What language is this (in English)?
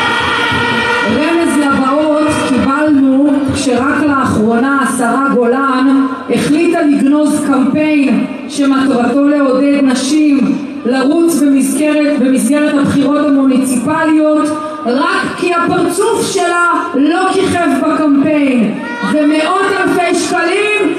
Hebrew